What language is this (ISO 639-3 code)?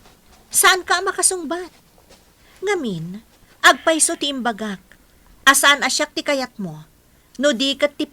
ilo